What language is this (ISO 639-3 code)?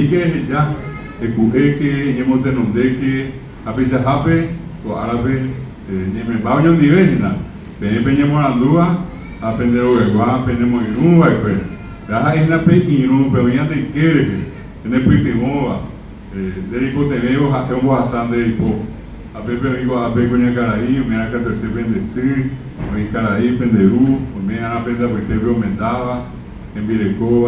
grn